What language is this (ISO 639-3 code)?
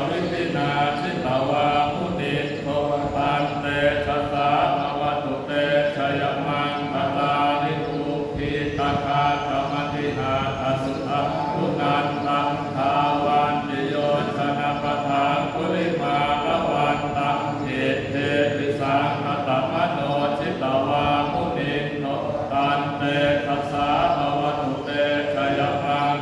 pli